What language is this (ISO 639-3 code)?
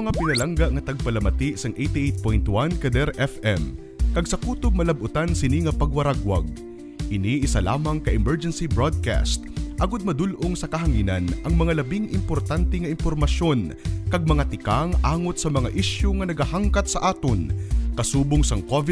hil